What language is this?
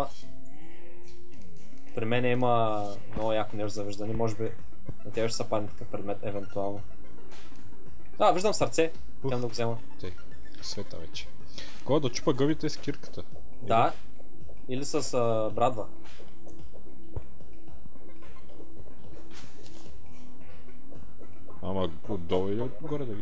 Bulgarian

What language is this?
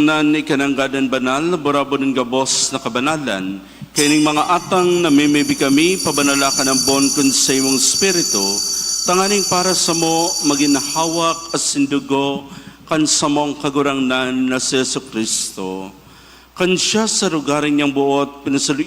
Bikol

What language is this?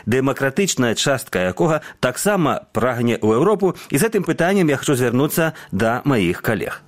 Belarusian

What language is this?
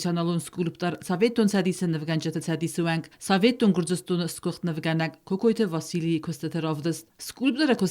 Ossetic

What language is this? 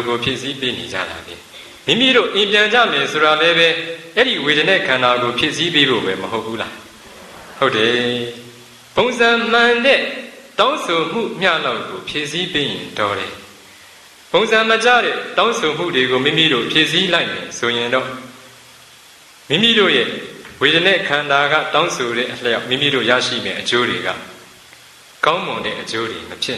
Burmese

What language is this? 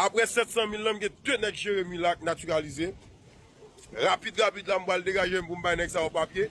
Haitian Creole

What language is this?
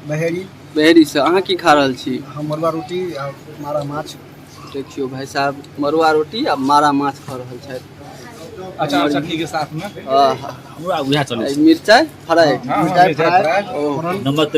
Maithili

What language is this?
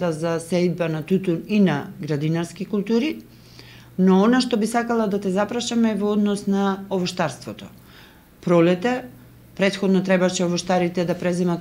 Macedonian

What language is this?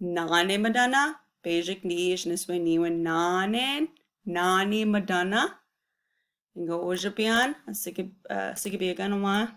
Chippewa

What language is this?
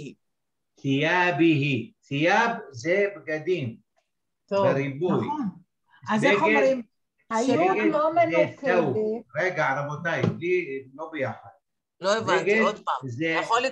Hebrew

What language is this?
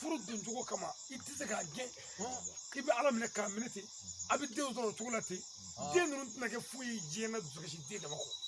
Bambara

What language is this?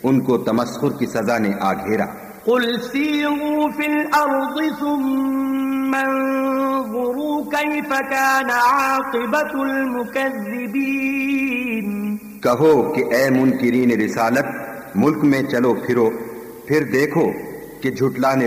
Urdu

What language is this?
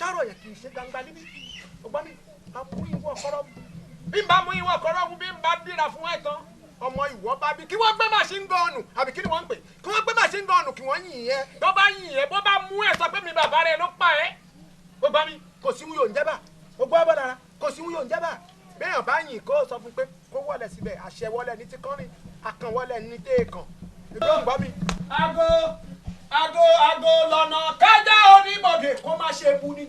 Yoruba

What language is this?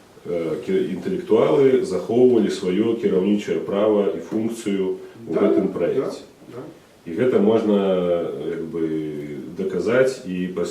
Belarusian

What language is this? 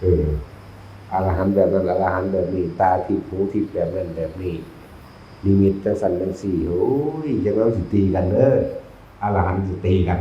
Northeastern Thai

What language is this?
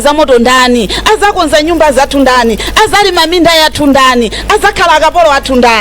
Nyanja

